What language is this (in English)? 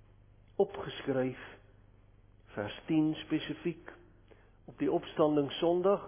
Afrikaans